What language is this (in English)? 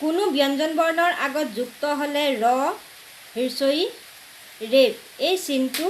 Assamese